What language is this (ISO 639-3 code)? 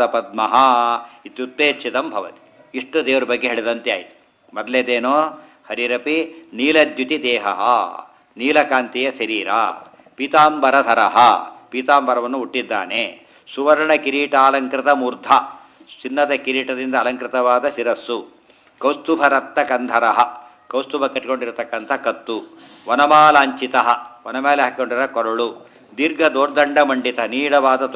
kan